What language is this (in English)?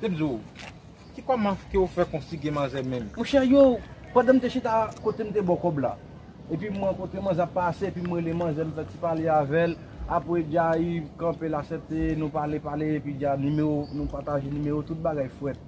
Haitian Creole